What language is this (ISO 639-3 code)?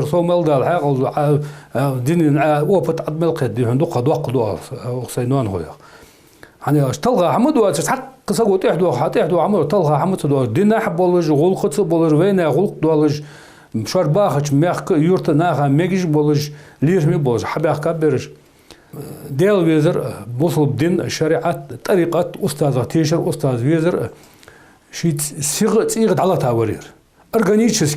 inh